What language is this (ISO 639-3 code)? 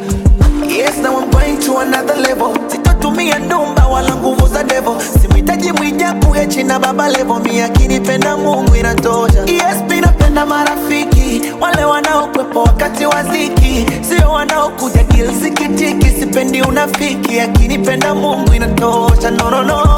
swa